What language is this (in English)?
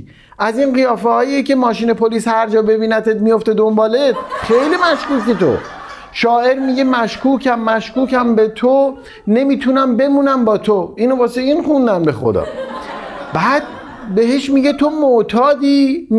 Persian